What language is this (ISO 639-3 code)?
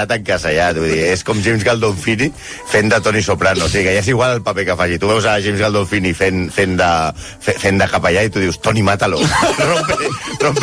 cat